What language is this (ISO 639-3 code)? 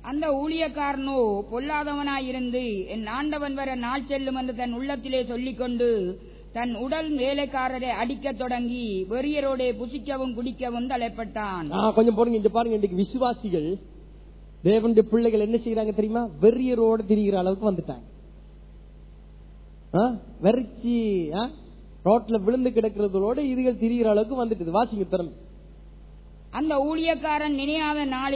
tam